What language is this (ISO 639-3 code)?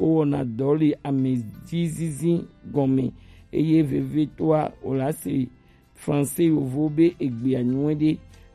gej